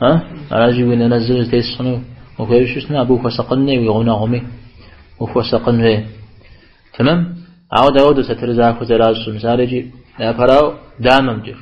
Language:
Kabardian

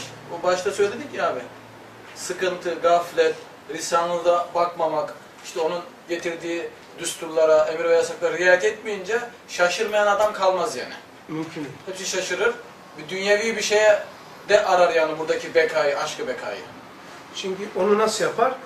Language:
Turkish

